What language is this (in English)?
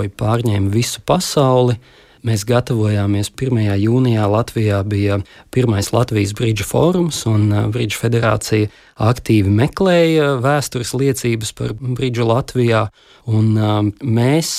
Latvian